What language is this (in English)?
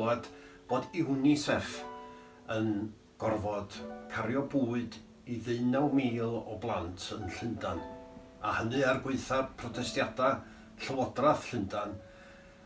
Welsh